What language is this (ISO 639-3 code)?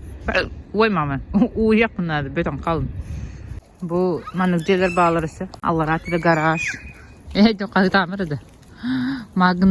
sah